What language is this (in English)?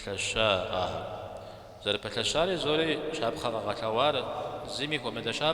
Kabardian